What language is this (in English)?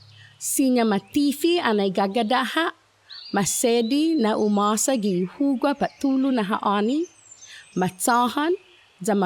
Chamorro